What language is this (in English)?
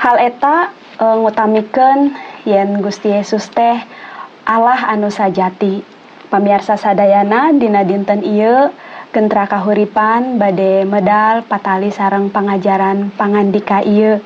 Sundanese